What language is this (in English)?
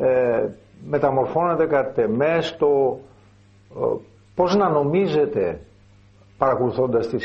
Greek